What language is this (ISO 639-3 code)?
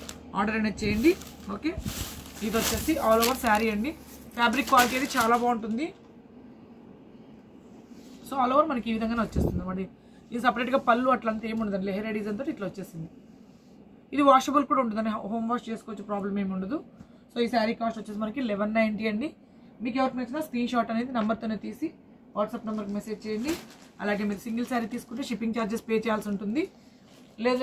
tel